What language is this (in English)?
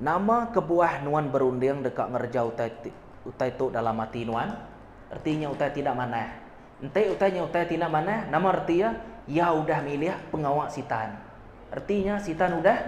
Iban